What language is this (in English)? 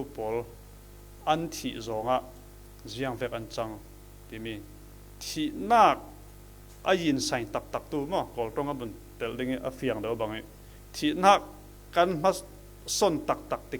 Falam Chin